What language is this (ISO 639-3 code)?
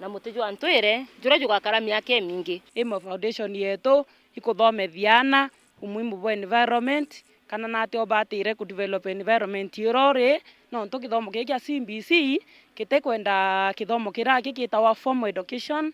mer